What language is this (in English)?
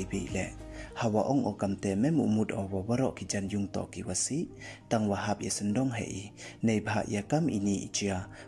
Pnar